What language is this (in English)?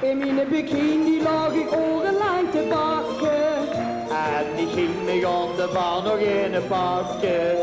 Limburgish